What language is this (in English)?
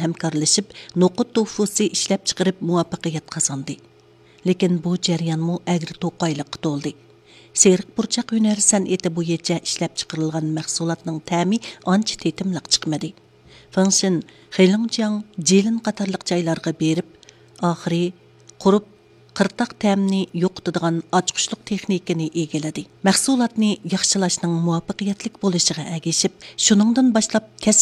Uyghur